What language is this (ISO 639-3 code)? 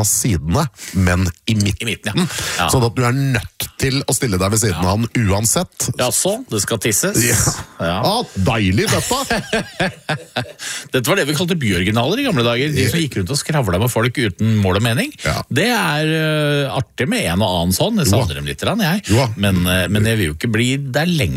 nor